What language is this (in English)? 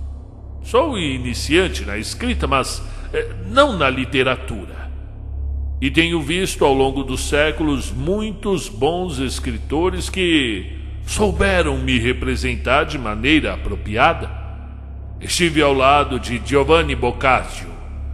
Portuguese